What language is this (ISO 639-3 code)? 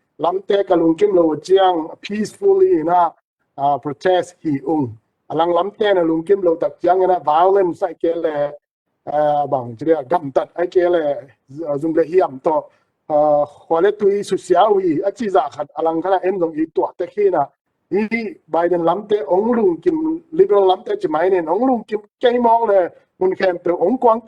ctd